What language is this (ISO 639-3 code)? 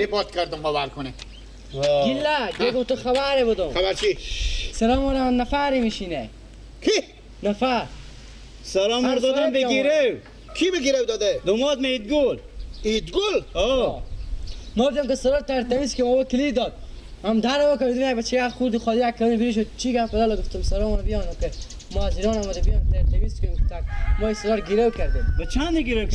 fas